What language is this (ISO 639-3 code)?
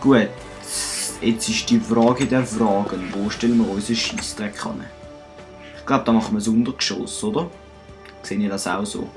gsw